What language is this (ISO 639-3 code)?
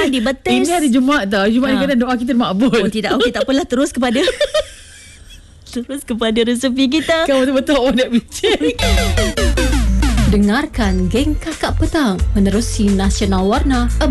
msa